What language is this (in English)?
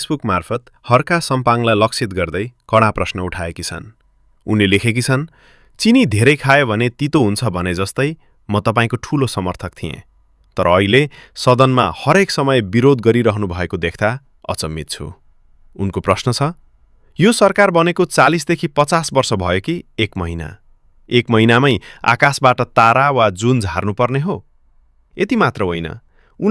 Nepali